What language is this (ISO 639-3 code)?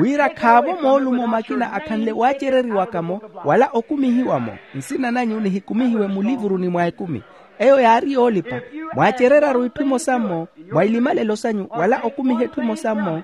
vmw